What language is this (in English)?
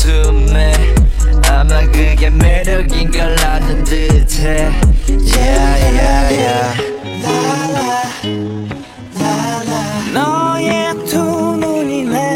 Korean